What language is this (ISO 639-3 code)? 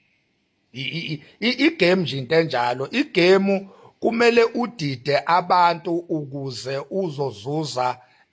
zul